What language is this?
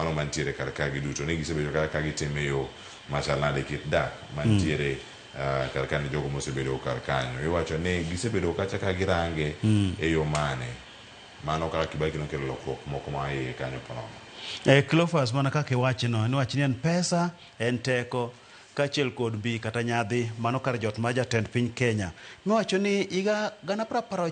Luo (Kenya and Tanzania)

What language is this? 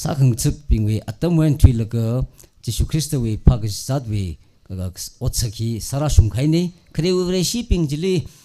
Tangkhul Naga (India)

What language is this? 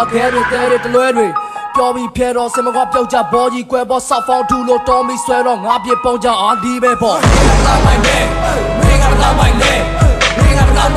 Burmese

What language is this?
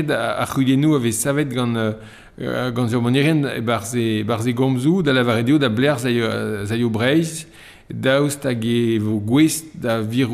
Breton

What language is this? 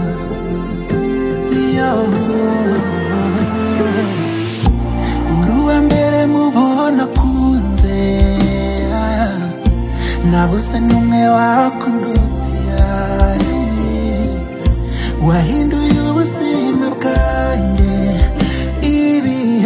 Kinyarwanda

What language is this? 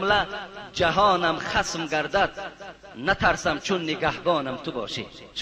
Tajik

